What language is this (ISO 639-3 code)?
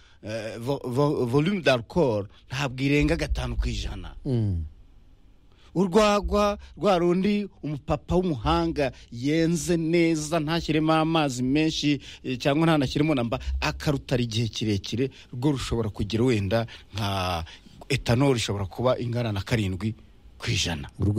kin